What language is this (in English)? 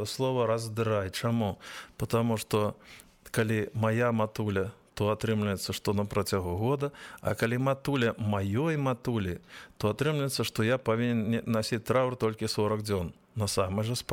Belarusian